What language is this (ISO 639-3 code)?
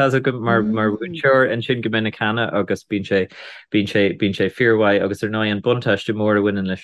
gle